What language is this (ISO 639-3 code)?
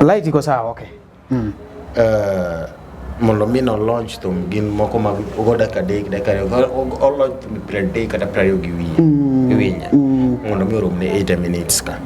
luo